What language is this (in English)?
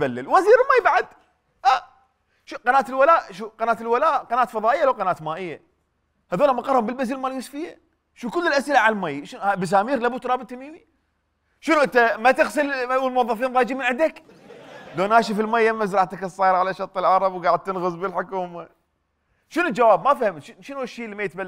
Mesopotamian Arabic